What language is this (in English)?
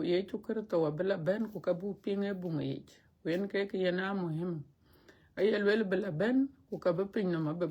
Dinka